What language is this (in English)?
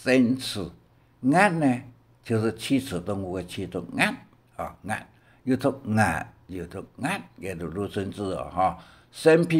Hakka Chinese